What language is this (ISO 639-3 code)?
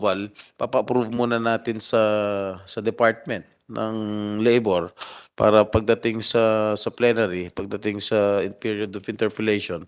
fil